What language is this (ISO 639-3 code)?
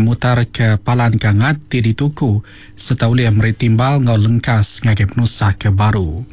iba